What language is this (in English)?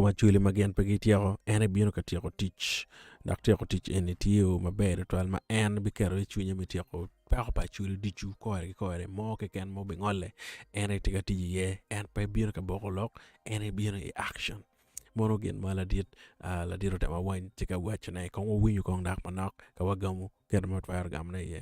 Acoli